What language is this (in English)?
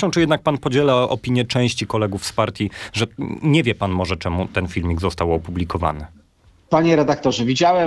Polish